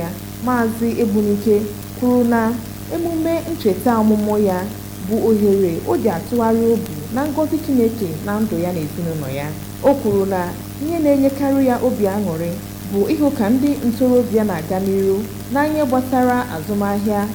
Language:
Igbo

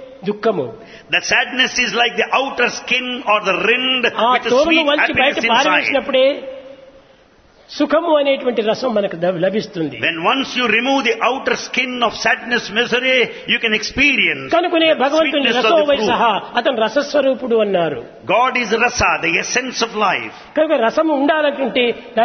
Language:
Telugu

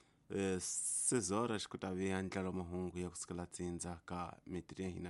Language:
Tsonga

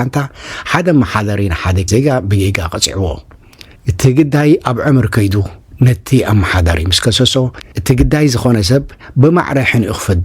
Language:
Tigrinya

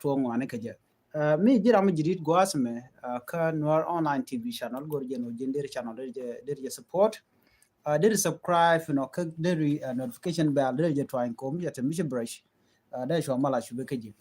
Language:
Nuer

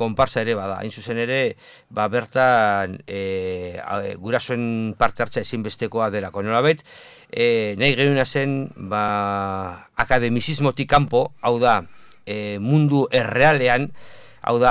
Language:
Basque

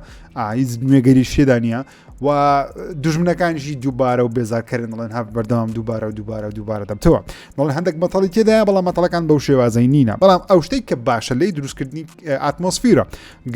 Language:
Central Kurdish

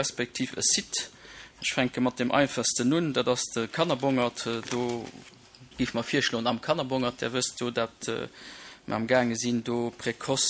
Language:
Luxembourgish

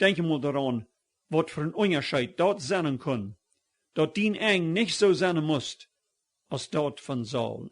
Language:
Plautdietsch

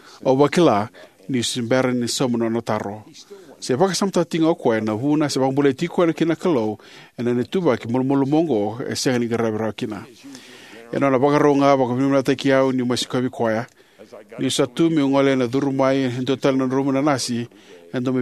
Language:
Fijian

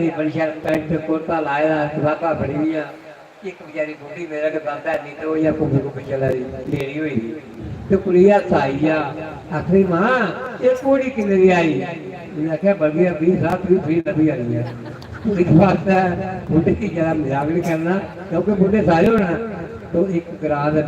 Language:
Dogri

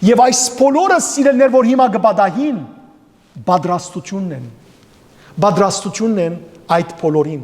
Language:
Western Armenian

